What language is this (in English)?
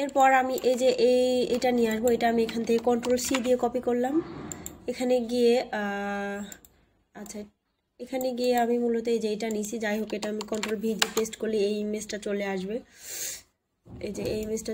Bangla